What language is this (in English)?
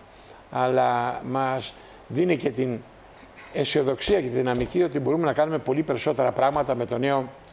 Greek